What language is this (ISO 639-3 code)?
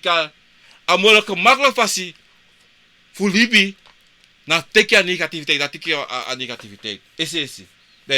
srn